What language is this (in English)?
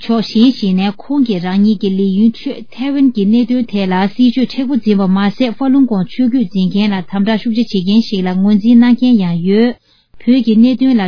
Tibetan